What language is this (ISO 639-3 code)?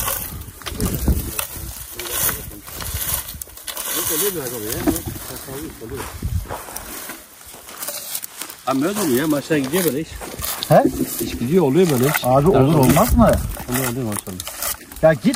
tur